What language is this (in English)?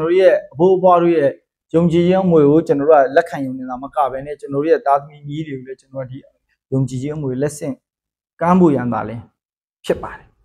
Burmese